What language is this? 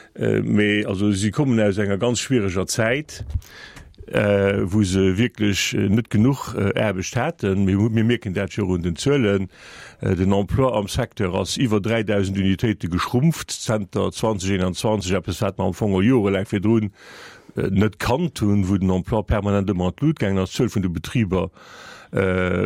Luxembourgish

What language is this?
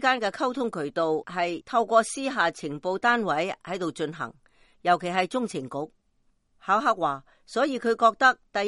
Cantonese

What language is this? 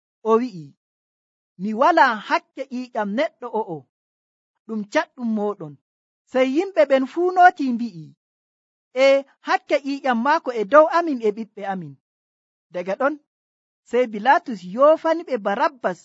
Nigerian Fulfulde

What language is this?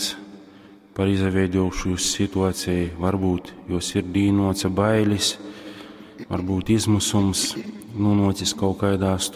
Latgalian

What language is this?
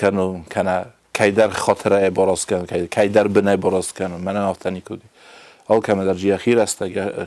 Ossetic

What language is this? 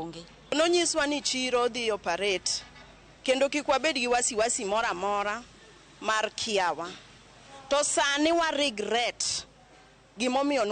Luo (Kenya and Tanzania)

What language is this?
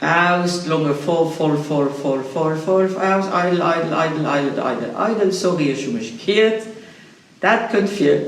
Luxembourgish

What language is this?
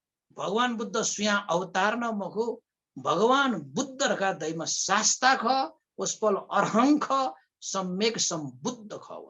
Newari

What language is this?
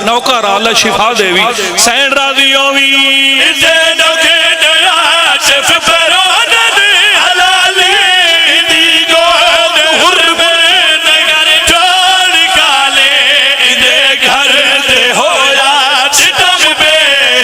Pahari-Potwari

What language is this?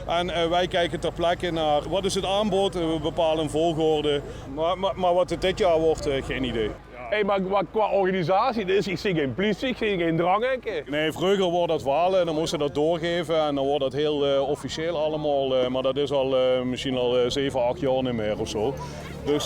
Limburgish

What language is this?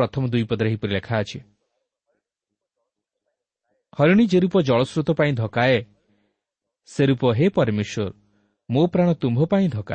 Odia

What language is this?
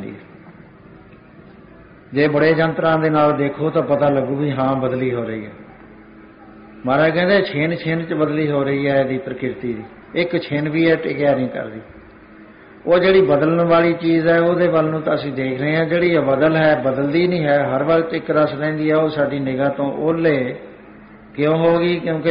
Punjabi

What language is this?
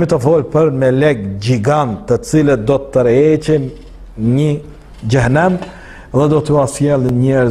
Albanian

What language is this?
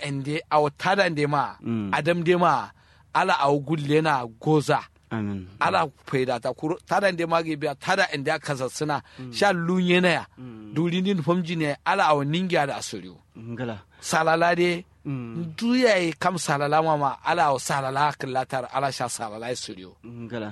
Kanuri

